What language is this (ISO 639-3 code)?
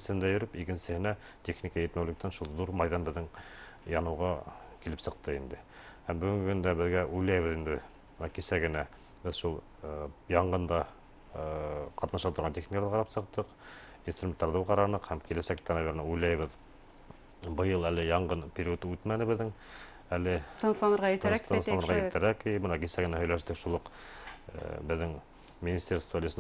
bak